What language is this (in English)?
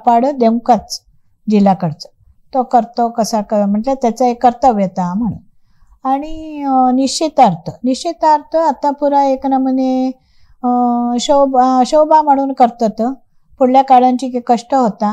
Konkani